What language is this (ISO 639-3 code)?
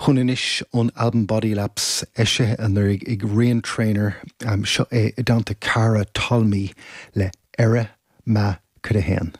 gle